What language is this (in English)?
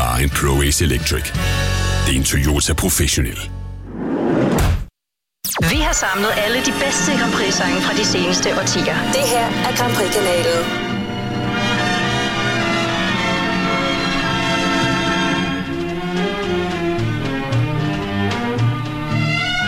Danish